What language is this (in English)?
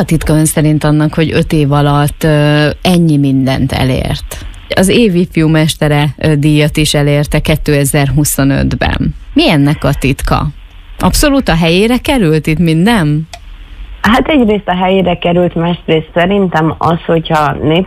Hungarian